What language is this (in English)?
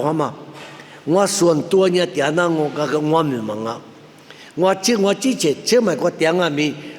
Lisu